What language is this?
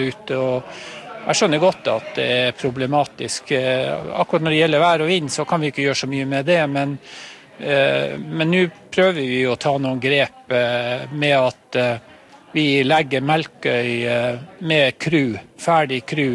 Norwegian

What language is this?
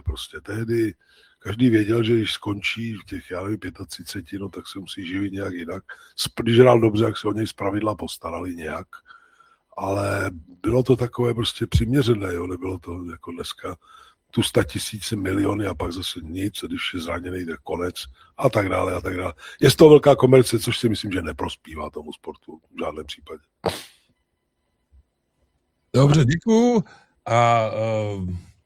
Czech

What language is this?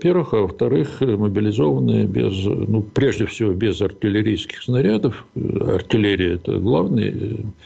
Russian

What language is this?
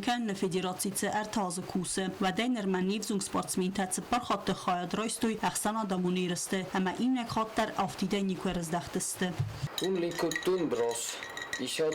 Ossetic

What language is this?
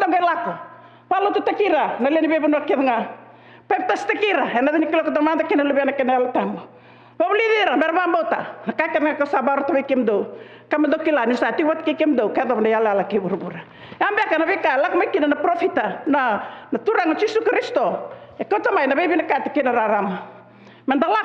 Fijian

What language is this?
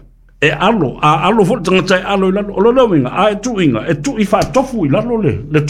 Samoan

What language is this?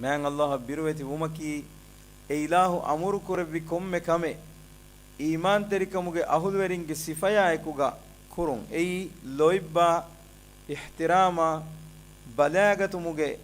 Divehi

